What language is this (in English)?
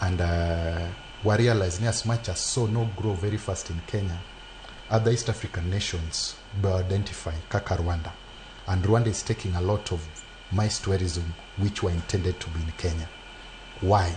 Luo (Kenya and Tanzania)